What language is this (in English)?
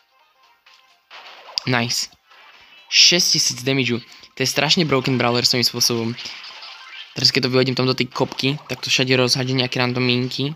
Slovak